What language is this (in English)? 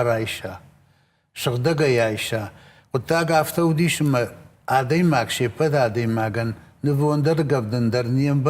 Ossetic